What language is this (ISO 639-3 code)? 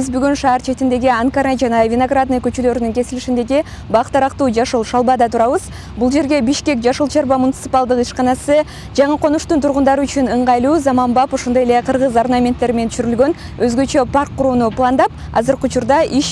kir